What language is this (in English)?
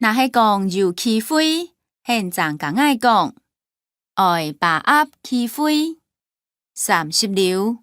Hakka Chinese